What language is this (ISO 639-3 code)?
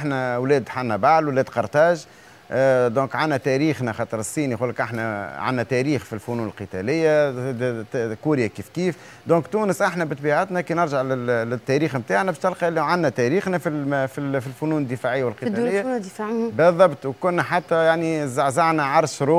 aeb